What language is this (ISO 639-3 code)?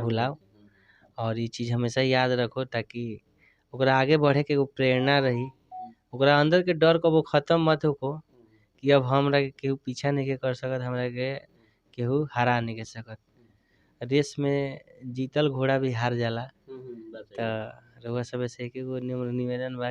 bho